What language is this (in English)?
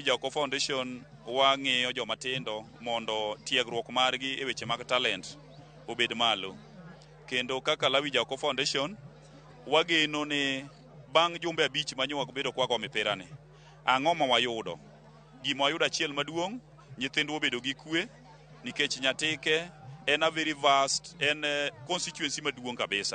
Luo (Kenya and Tanzania)